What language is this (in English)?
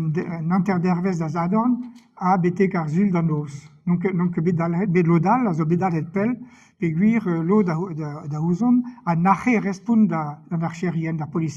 Breton